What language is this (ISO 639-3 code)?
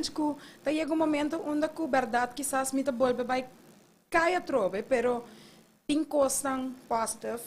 pap